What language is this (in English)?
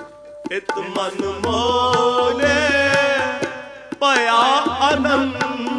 Punjabi